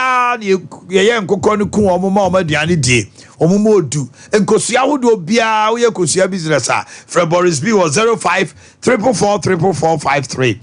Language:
Akan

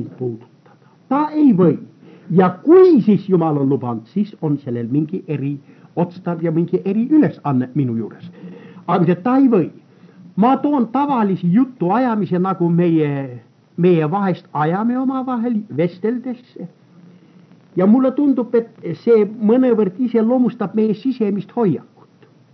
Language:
Estonian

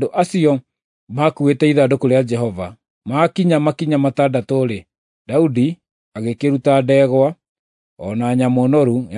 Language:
Kikuyu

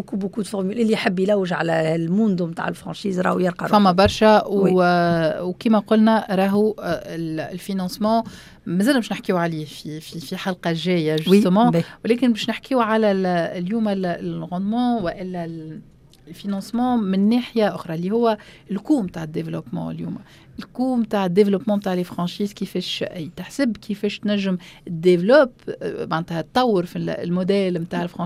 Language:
Tunisian Arabic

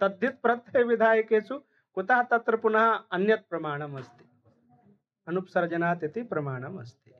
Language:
Sanskrit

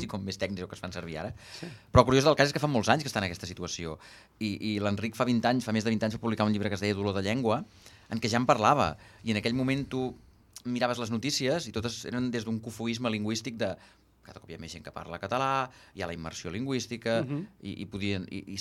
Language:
Catalan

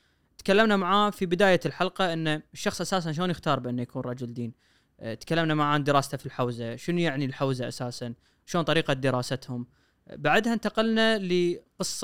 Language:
Gulf Arabic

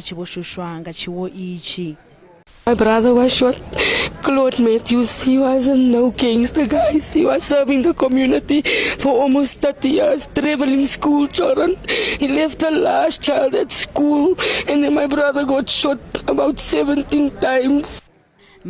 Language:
Venda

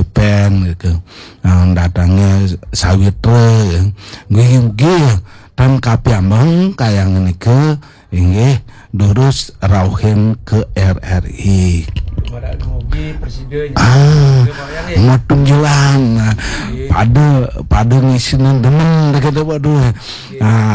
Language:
Balinese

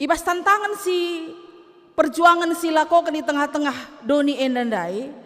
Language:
Batak Karo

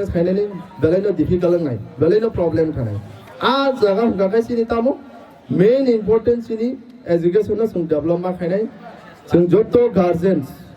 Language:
Kok Borok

